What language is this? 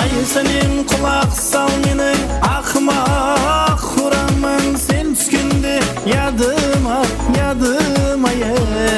Kara-Kalpak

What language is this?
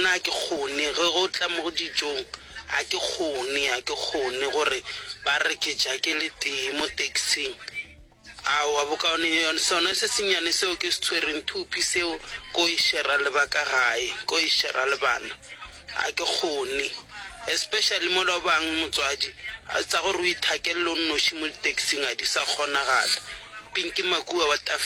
Northern Sotho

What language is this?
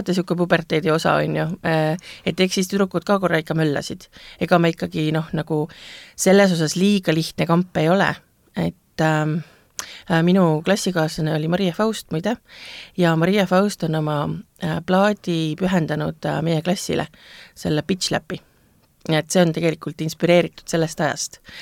Estonian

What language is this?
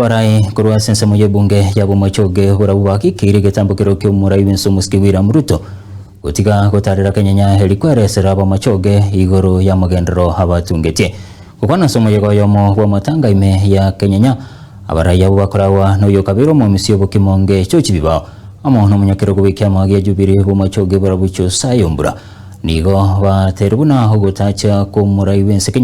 Gusii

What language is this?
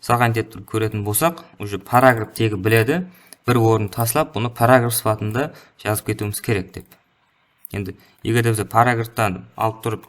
Kara-Kalpak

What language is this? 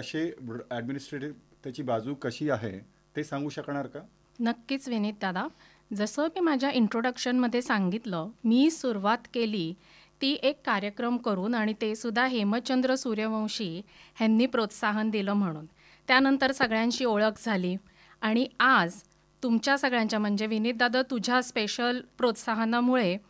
Marathi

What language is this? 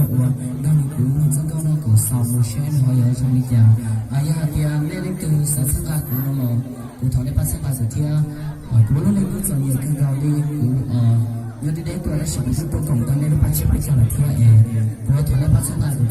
Hmong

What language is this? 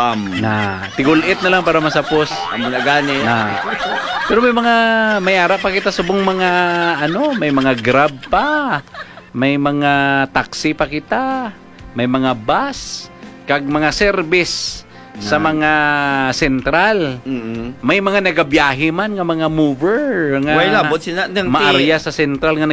Hiligaynon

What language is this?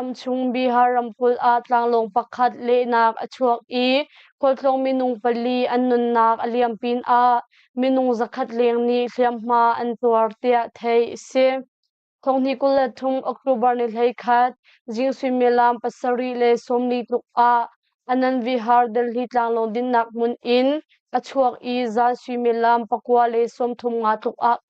Hakha Chin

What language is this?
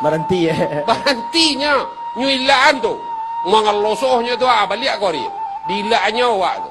Minangkabau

